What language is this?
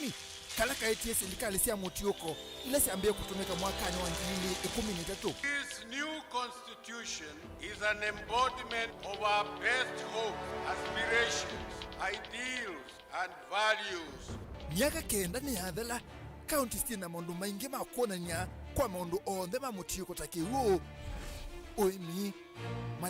Kamba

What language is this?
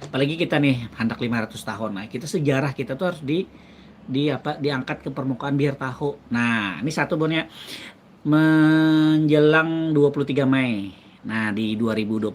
Banjar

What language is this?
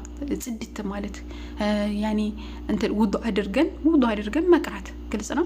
Amharic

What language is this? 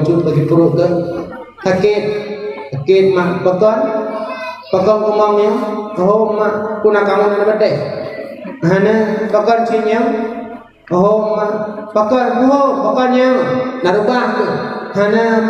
Achinese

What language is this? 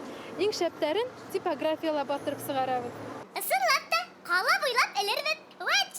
Bashkir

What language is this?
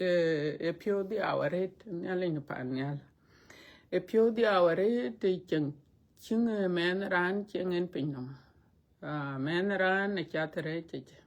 Dinka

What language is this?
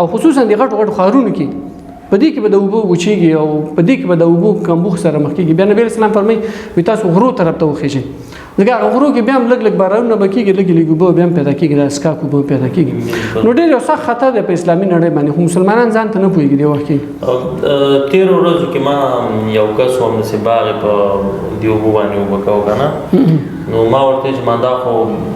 Pashto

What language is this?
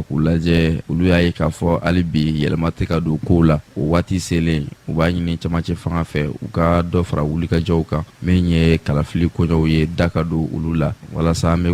Bambara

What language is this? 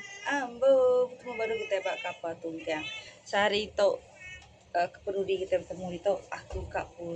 Iban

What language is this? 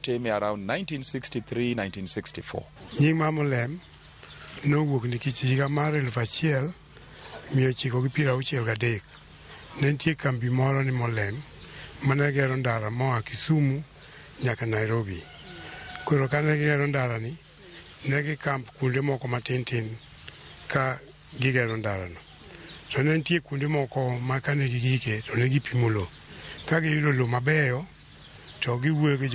Luo (Kenya and Tanzania)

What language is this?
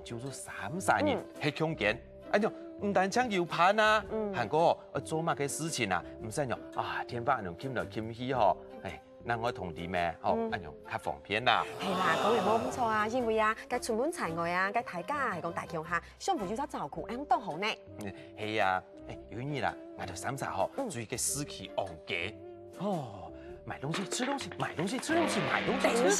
Hakka Chinese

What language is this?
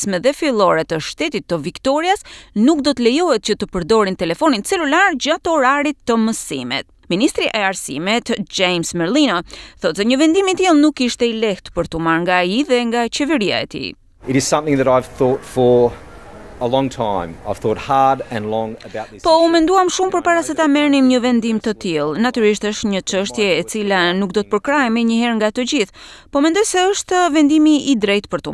Albanian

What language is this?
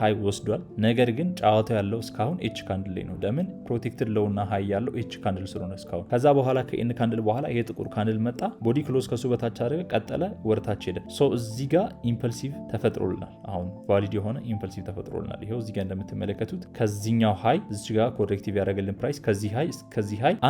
Amharic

